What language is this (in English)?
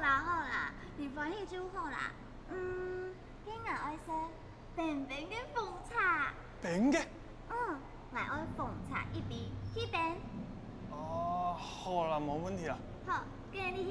Hakka Chinese